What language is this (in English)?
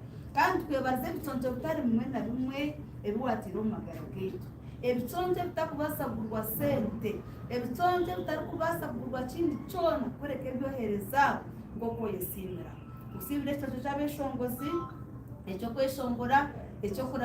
Nyankole